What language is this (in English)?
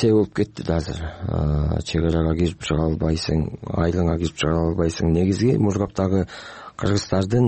Kyrgyz